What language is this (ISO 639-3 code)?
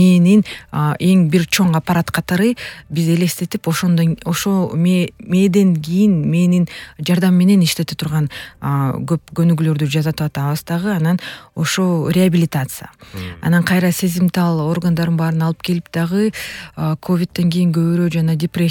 kir